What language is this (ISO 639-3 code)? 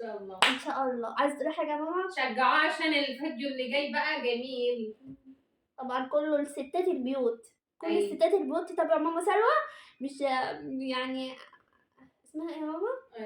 arz